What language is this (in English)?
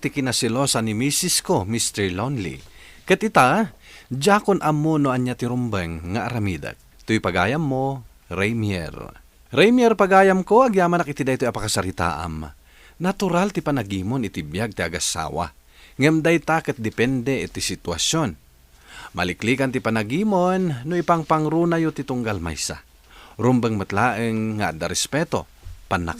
Iloko